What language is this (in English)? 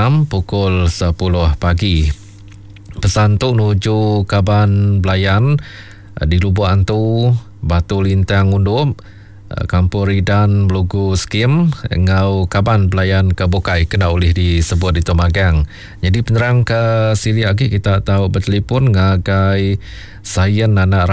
Iban